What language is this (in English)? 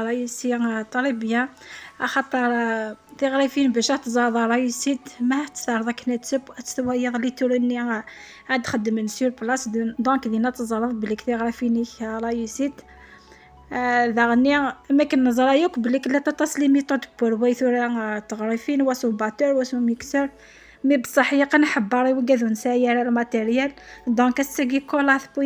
Kabyle